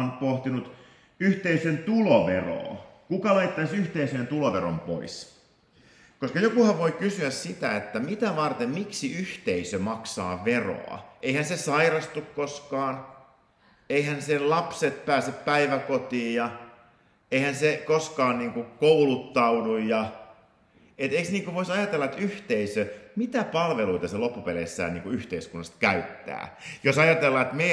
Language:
Finnish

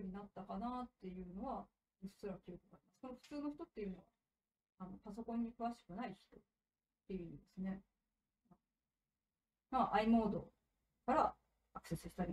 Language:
Japanese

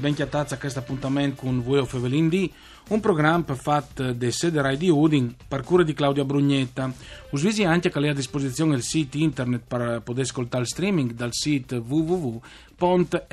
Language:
Friulian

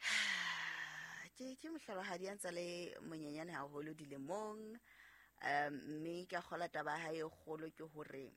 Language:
Southern Sotho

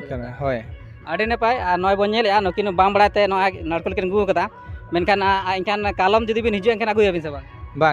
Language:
Santali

